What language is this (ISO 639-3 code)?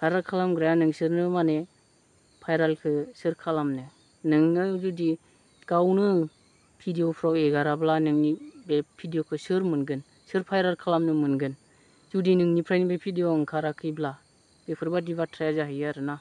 brx